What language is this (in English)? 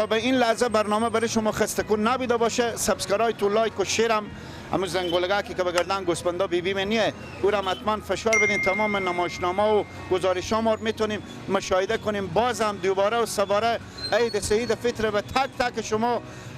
Persian